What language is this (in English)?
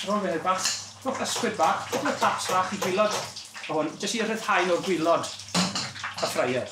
Welsh